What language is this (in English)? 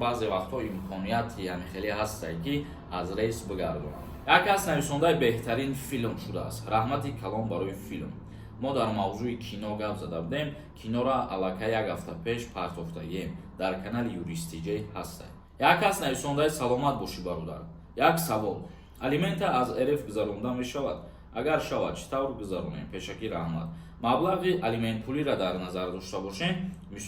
Tajik